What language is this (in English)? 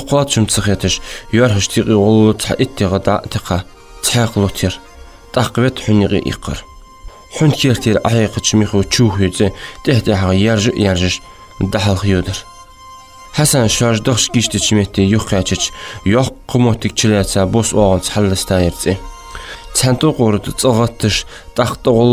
Ingush